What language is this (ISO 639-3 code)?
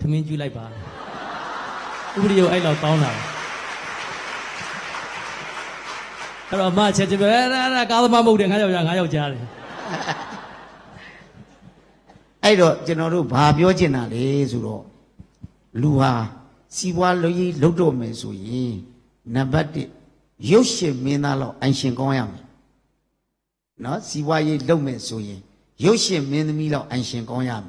mya